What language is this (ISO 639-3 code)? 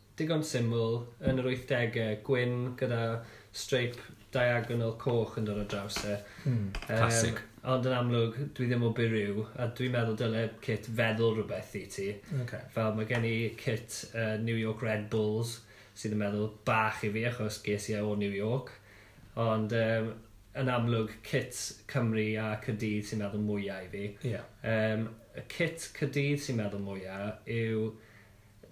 cym